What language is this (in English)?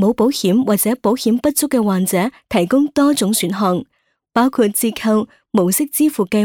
Cantonese